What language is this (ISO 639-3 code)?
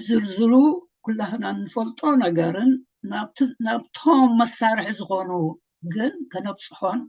tir